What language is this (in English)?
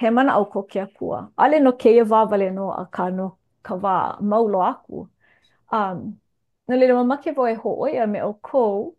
Hawaiian